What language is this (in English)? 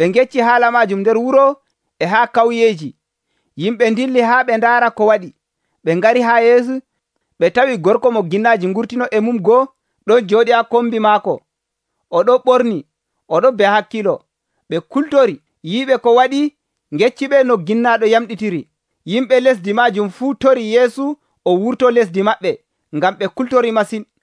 Nigerian Fulfulde